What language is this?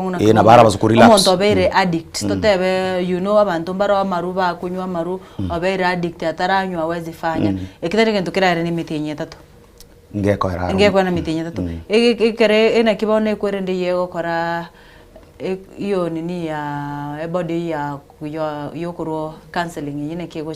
Gusii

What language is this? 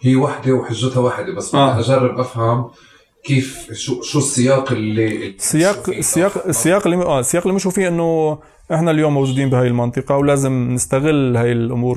North Levantine Arabic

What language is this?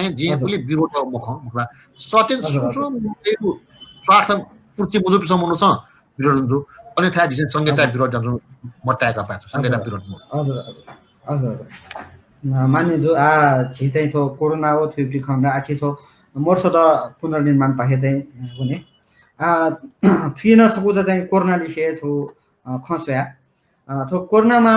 Newari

